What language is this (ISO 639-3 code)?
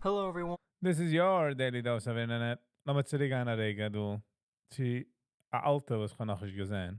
yid